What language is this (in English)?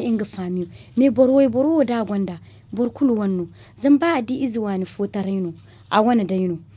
Zarma